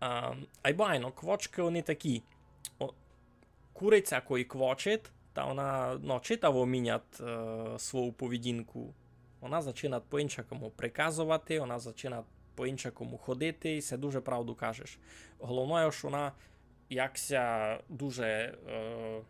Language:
Rusyn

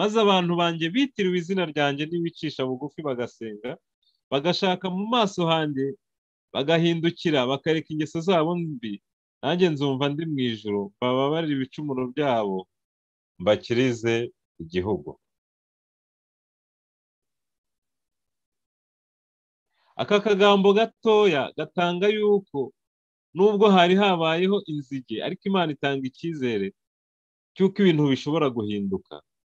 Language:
Kinyarwanda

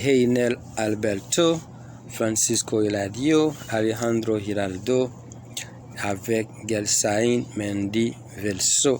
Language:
Haitian Creole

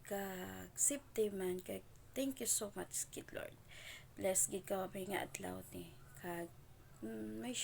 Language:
Hiligaynon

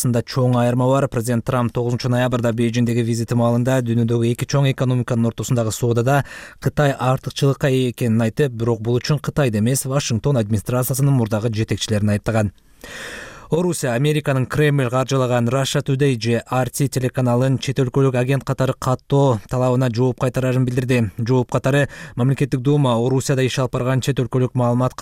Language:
Kyrgyz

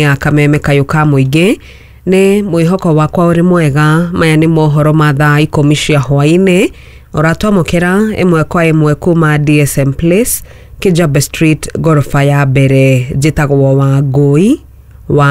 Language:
Kikuyu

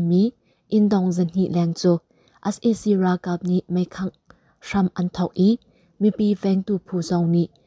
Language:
Hakha Chin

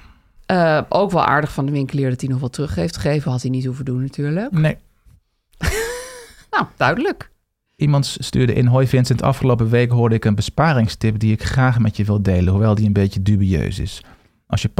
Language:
Dutch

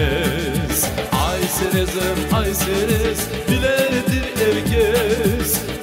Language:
Crimean Tatar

